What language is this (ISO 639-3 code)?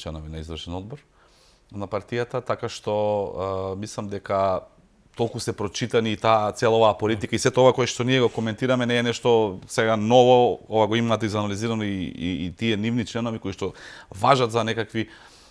mkd